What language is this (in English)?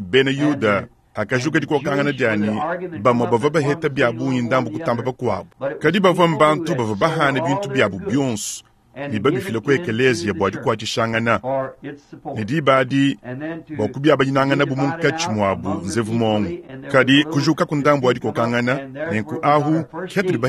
Luba-Lulua